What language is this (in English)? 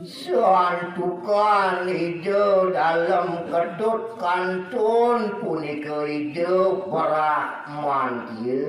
Balinese